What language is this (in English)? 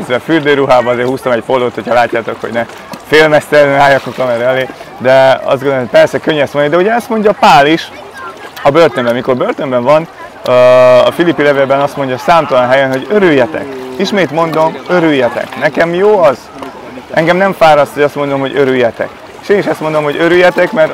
Hungarian